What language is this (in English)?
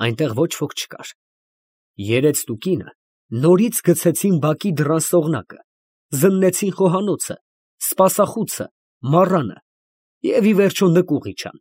Armenian